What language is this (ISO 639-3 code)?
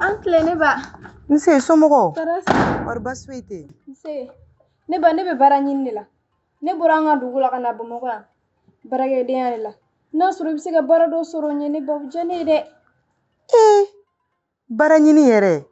bam